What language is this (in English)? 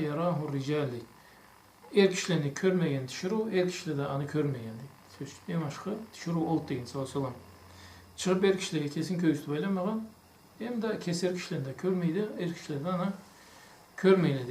Karachay-Balkar